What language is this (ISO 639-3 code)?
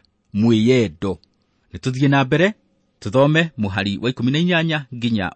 kik